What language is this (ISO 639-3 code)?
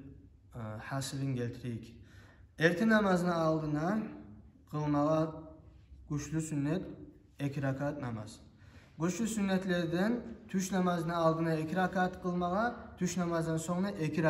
kum